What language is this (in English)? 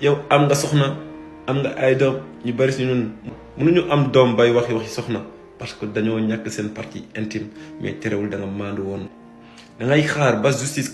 Wolof